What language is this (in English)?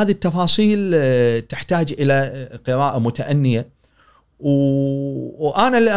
Gulf Arabic